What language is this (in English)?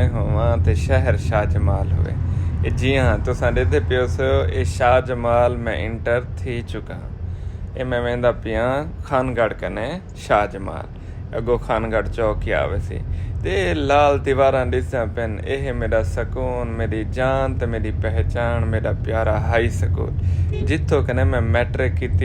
Saraiki